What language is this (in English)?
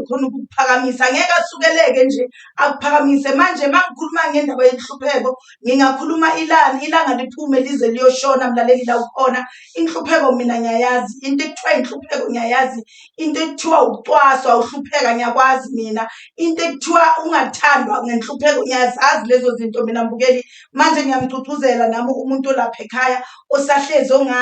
Zulu